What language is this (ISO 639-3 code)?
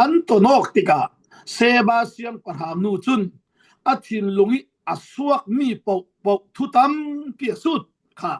cfm